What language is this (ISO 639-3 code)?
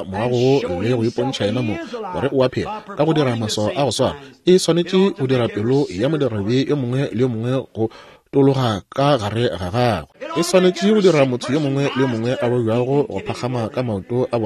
nso